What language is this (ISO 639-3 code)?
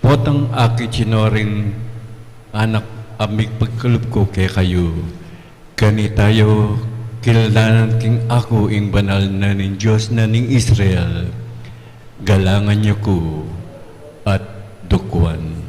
pam